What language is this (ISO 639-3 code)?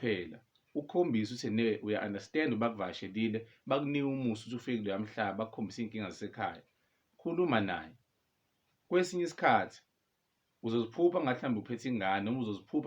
zul